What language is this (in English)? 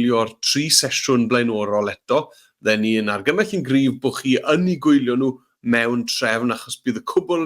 Welsh